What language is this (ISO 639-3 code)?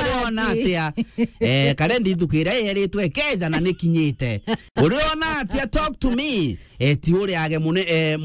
mer